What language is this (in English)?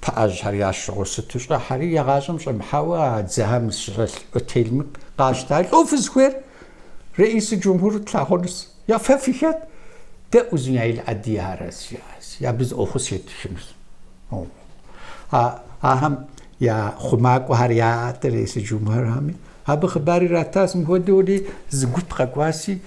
Kabardian